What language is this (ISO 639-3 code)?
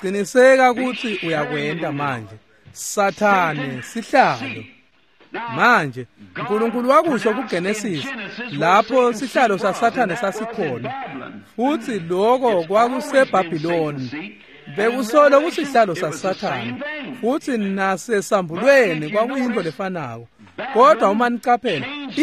ssw